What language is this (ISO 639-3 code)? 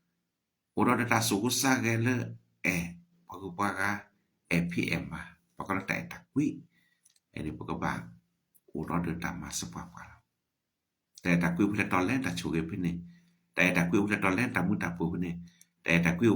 ksw